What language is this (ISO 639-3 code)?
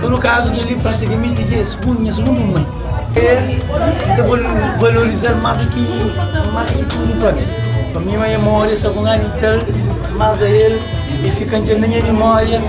kea